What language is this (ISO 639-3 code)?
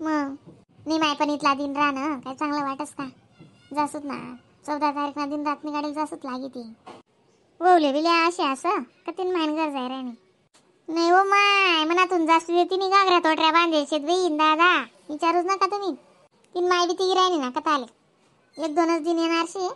khn